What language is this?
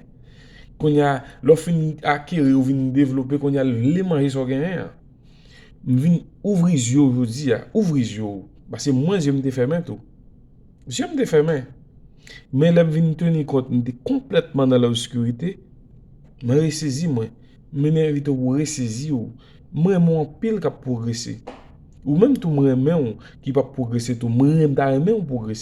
Haitian Creole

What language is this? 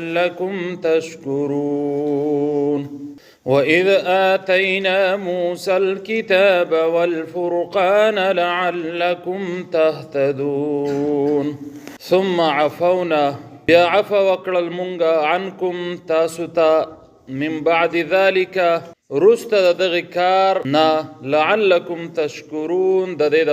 Pashto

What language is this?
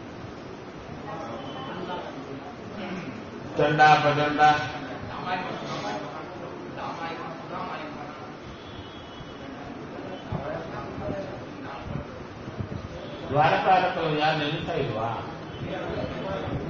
Kannada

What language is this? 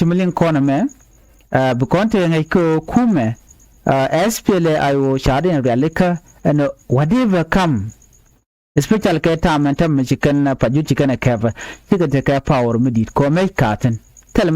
Nuer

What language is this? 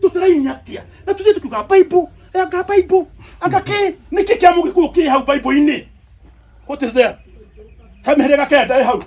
Kikuyu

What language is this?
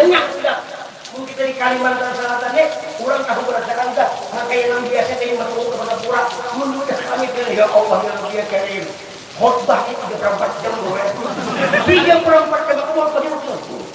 Banjar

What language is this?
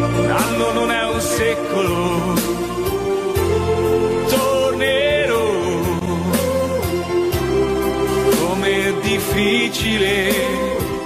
Italian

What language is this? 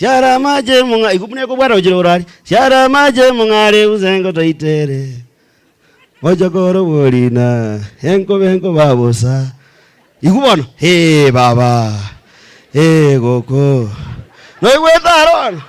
Gusii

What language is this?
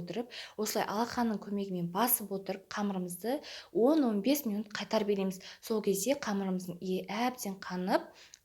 Kazakh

